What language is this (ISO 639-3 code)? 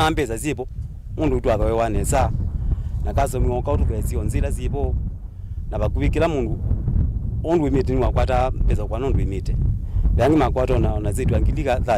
kam